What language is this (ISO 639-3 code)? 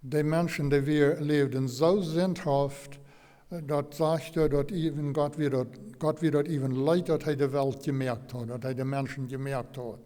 pdt